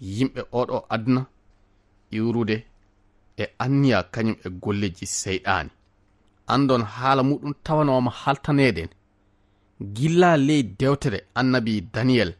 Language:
Fula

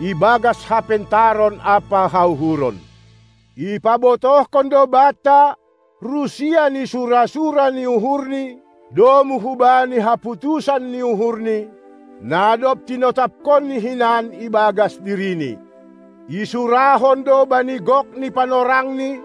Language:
Batak Simalungun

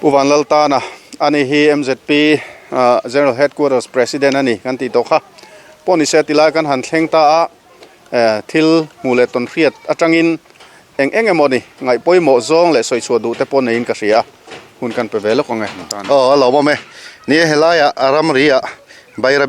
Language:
Mizo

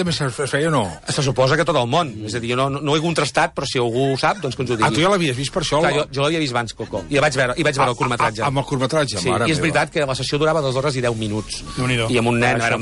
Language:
Catalan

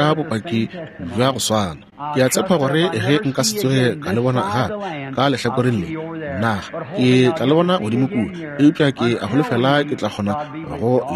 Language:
Northern Sotho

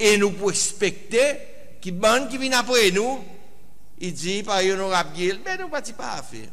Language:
Seselwa Creole French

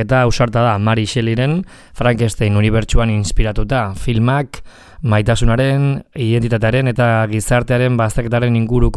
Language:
Basque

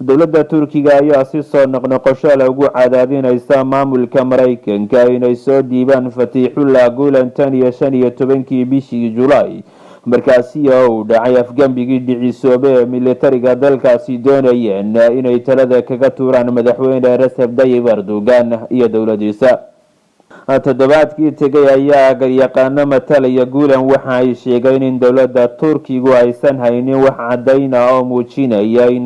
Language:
Somali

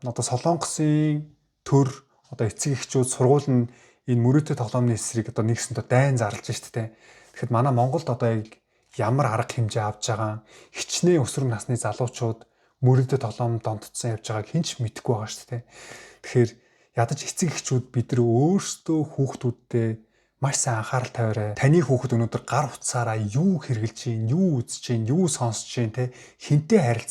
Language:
Mongolian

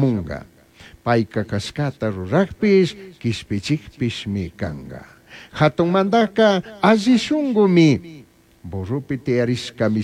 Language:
Chimborazo Highland Quichua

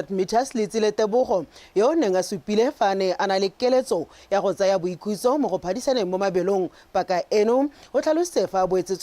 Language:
Tswana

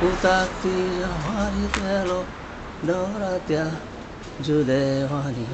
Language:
Konkani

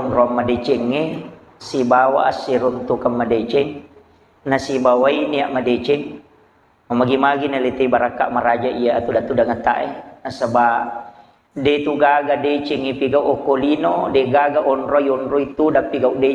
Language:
Buginese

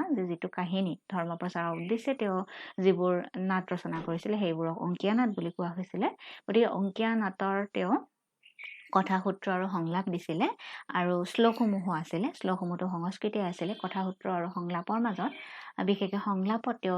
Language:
Assamese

